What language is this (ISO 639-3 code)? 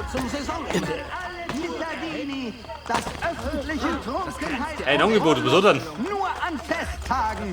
bar